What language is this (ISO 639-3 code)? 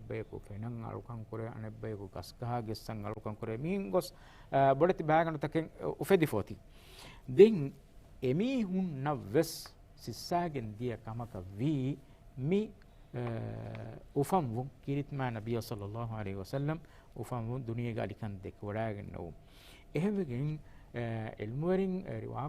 div